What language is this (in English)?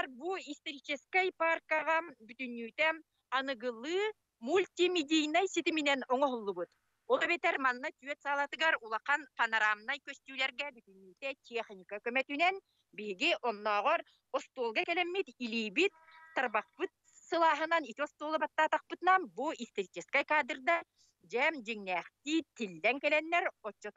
Yakut